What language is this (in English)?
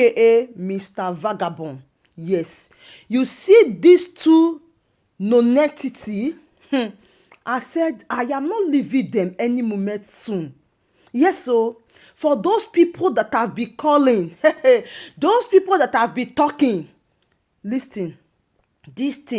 Nigerian Pidgin